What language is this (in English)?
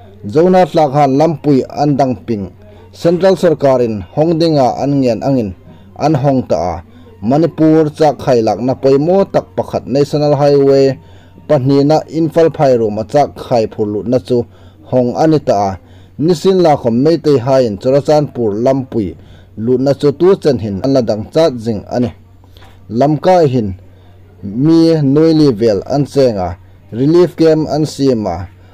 Hmar